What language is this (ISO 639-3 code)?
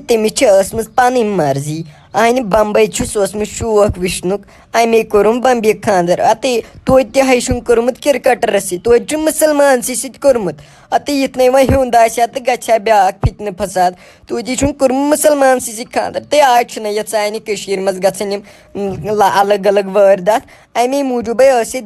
kas